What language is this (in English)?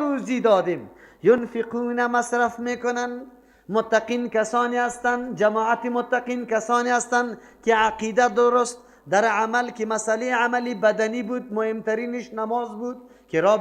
Persian